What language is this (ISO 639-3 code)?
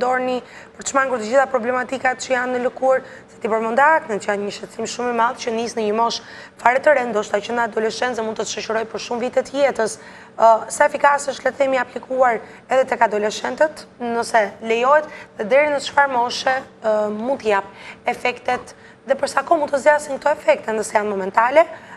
sqi